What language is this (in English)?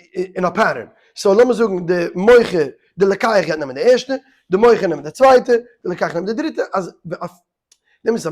Yiddish